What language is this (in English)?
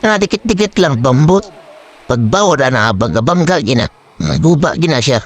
Cebuano